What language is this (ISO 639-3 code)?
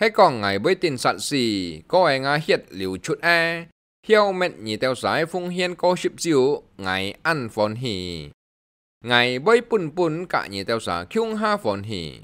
hak